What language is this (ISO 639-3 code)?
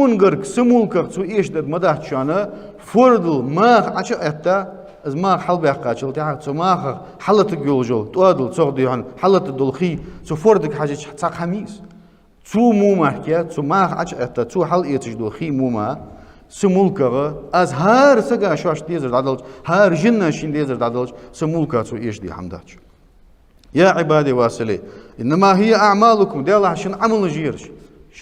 inh